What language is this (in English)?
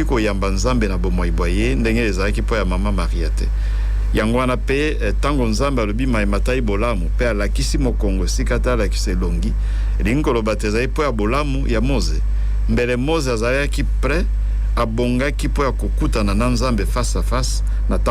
Lingala